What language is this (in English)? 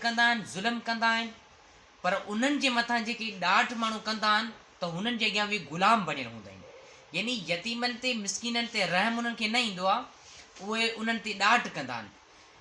Sindhi